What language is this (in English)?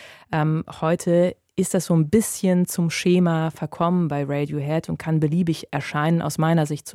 German